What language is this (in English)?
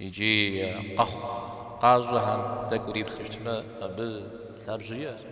Kabardian